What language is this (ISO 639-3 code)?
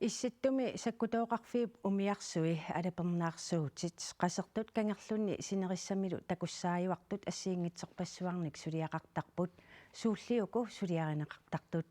kal